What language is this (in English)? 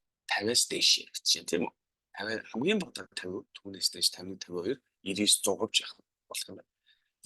Mongolian